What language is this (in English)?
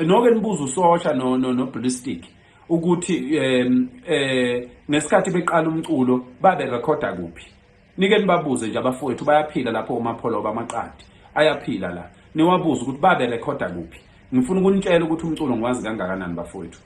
Zulu